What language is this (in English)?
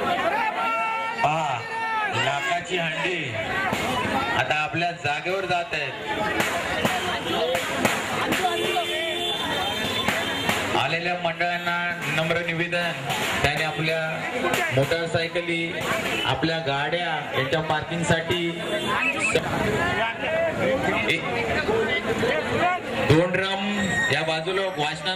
Marathi